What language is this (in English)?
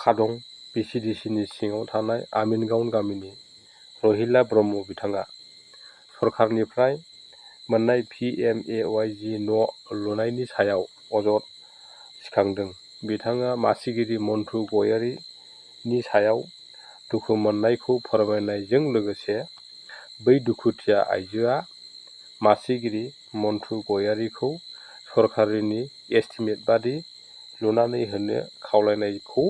Bodo